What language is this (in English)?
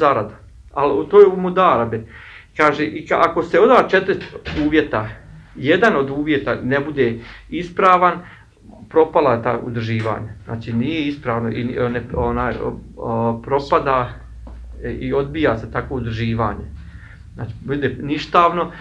Bosnian